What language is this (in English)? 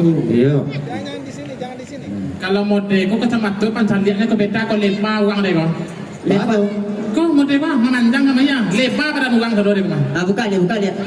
Minangkabau